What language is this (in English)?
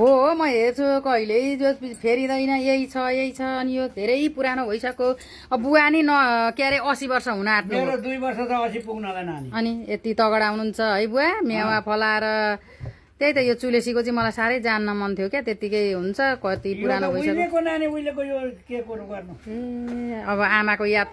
Nepali